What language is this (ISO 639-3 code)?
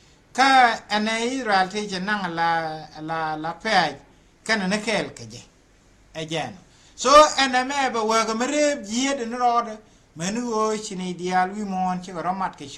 nus